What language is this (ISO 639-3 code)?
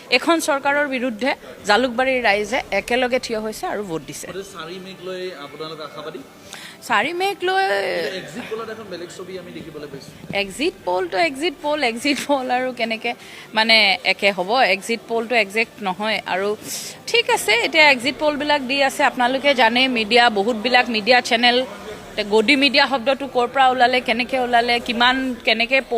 asm